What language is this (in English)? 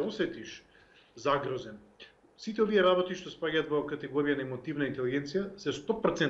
Macedonian